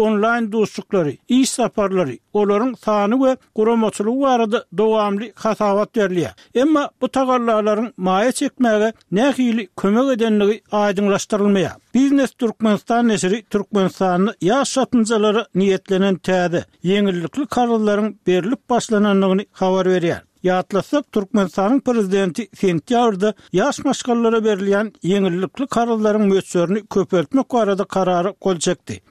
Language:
Turkmen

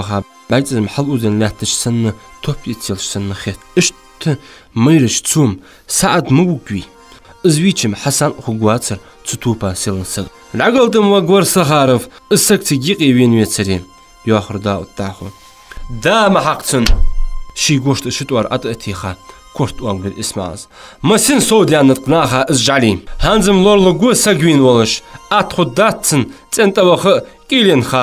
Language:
Ingush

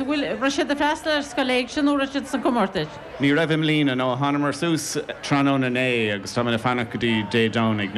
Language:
Irish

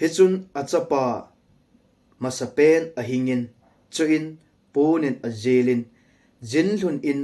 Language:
Thado Chin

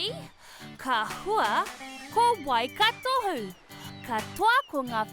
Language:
Māori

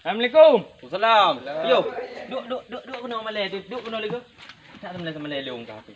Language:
Achinese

